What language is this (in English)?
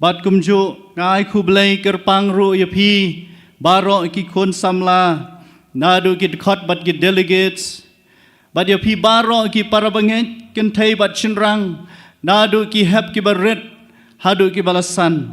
Khasi